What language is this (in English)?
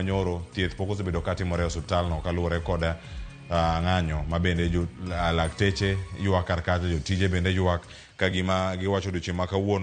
Luo (Kenya and Tanzania)